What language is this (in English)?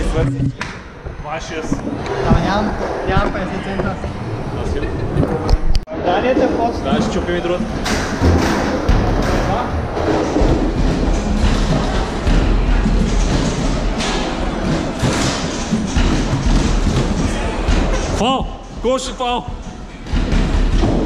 Bulgarian